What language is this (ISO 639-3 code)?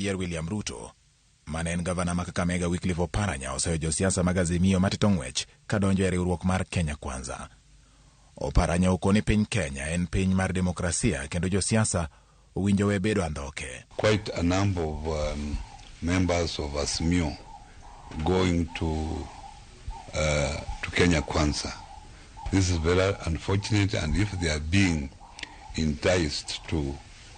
luo